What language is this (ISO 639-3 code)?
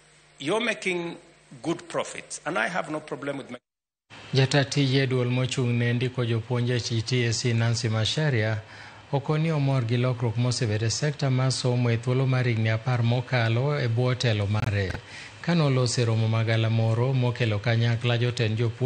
luo